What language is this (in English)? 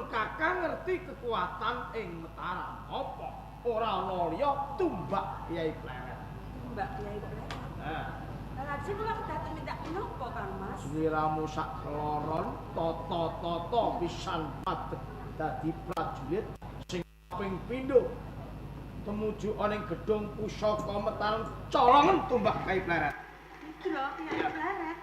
Javanese